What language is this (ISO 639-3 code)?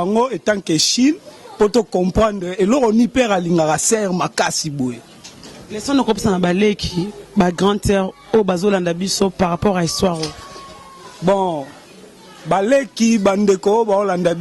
lin